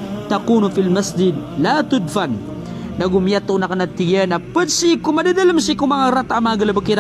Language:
Maranao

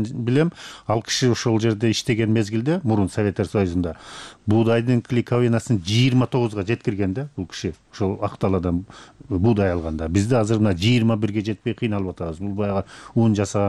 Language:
Kyrgyz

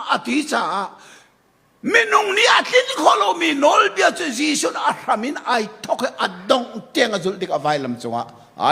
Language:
Hakha Chin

